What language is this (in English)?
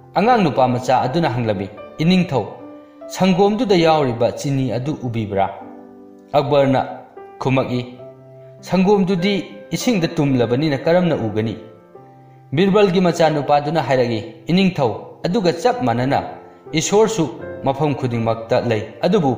Manipuri